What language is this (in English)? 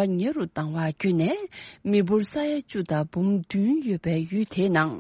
Tibetan